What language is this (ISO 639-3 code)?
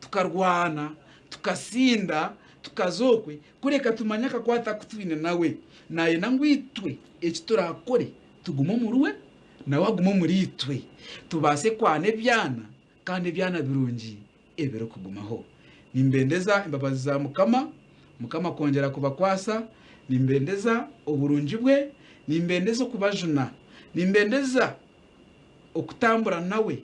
nyn